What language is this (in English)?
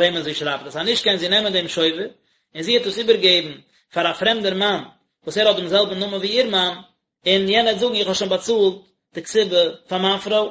Yiddish